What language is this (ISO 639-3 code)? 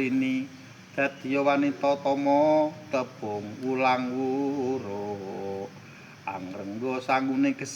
jav